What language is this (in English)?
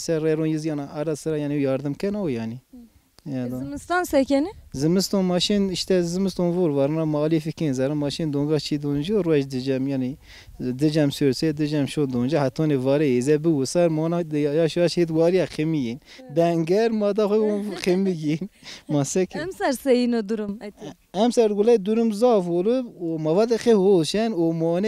Zaza